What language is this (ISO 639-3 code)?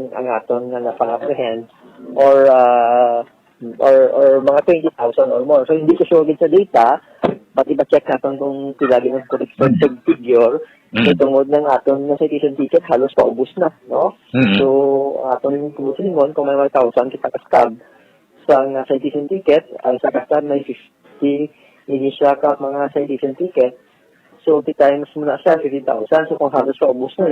hil